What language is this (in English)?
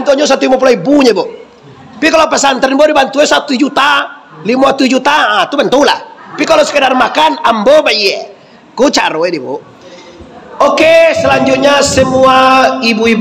Minangkabau